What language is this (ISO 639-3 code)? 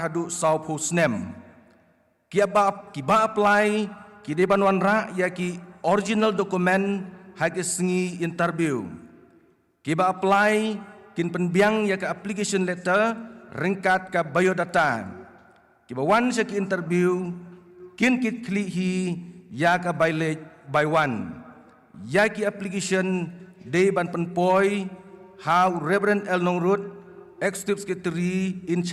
kha